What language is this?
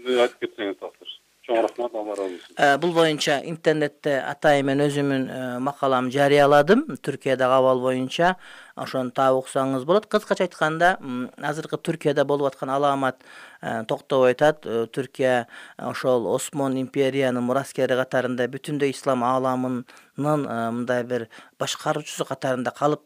Kyrgyz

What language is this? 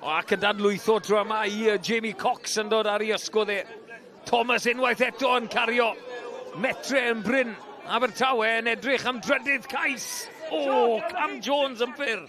Welsh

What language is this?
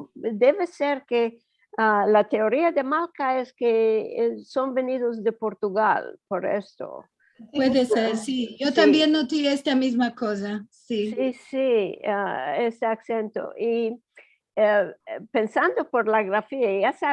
Ladino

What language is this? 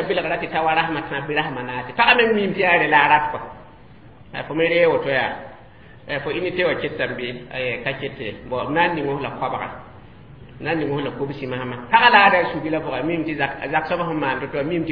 Mossi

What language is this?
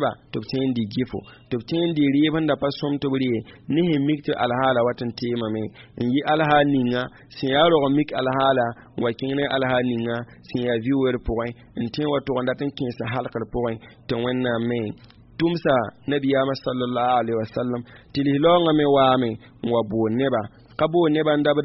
Mossi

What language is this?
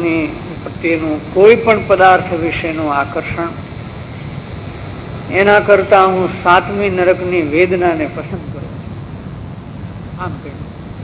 Gujarati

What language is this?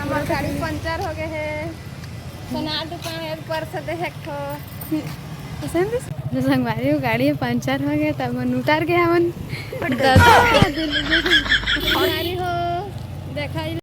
Chhattisgarhi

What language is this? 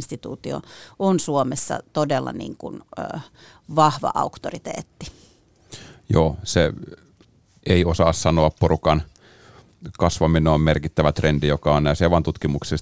Finnish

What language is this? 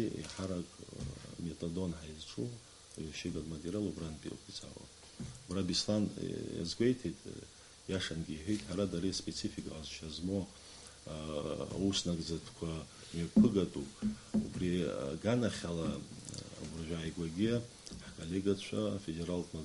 Abkhazian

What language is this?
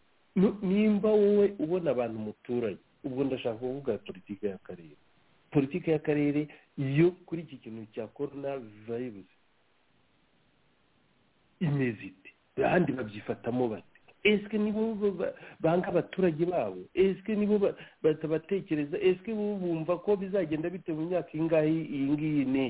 Kinyarwanda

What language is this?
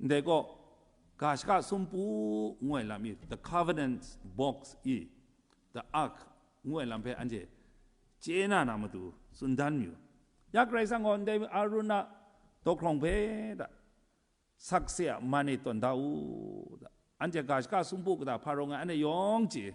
Kachin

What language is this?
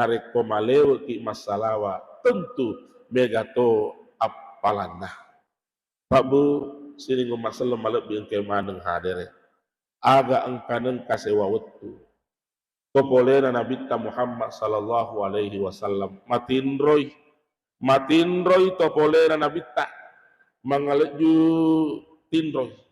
Buginese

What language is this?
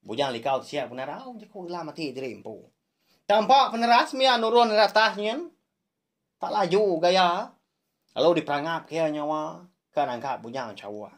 Iban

